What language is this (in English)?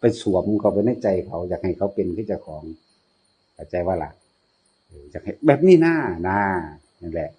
Northeastern Thai